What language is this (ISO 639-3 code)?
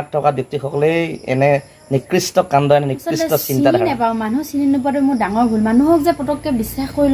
asm